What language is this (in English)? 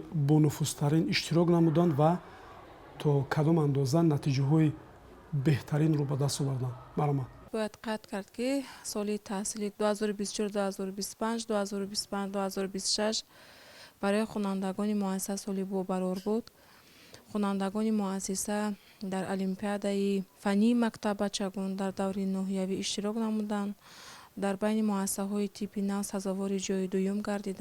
Tajik